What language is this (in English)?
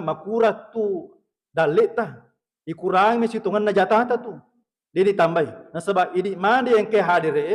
Buginese